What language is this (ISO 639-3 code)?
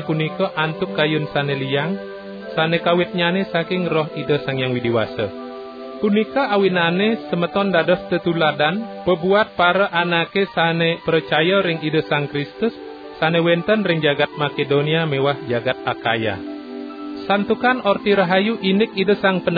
ban